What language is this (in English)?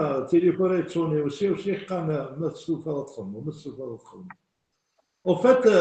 Kabyle